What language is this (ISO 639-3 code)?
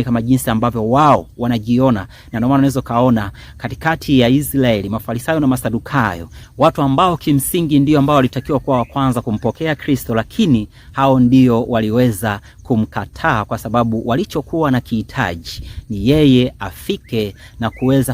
swa